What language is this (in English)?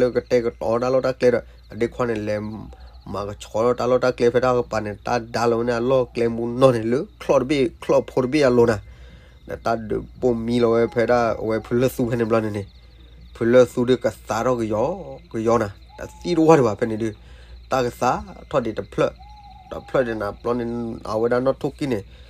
S'gaw Karen